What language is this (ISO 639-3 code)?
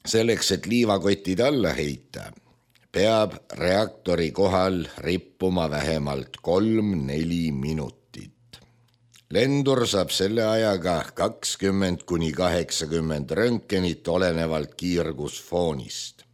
est